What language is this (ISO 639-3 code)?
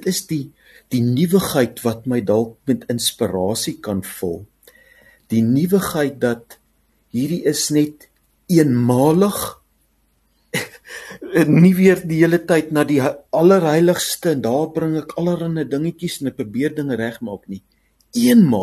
afr